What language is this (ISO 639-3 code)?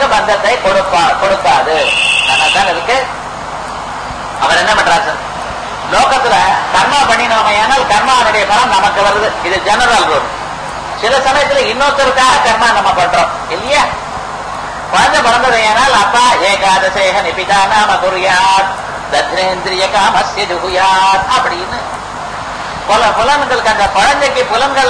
tam